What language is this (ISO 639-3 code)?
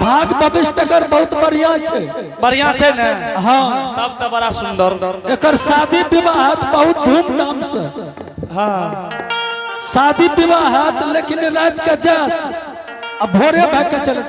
anp